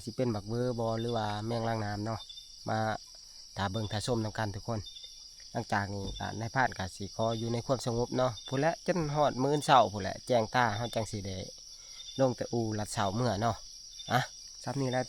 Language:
Northeastern Thai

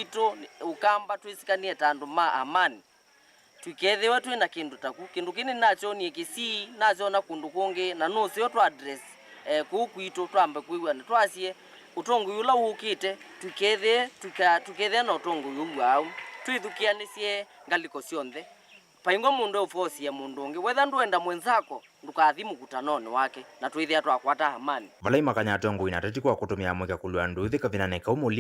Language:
Kamba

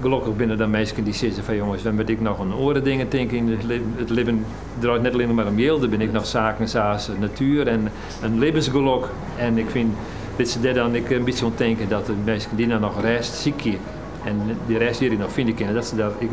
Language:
Western Frisian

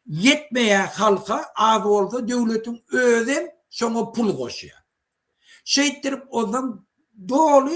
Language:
Turkmen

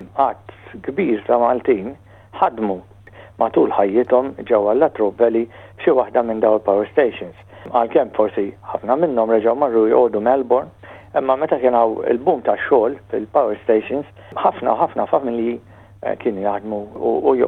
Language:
Maltese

